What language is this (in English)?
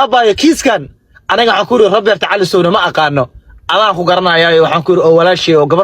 Somali